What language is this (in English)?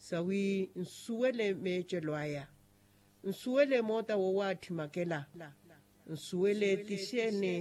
Makhuwa